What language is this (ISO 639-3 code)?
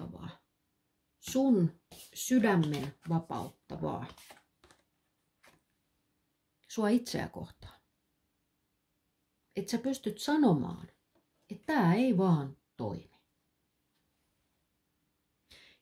fin